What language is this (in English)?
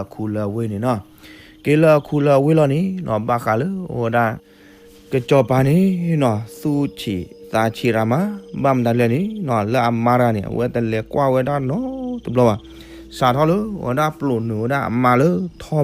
S'gaw Karen